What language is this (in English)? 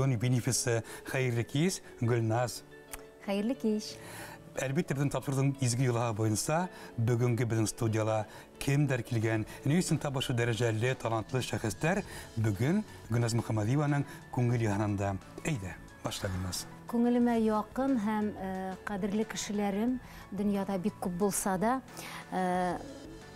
Bashkir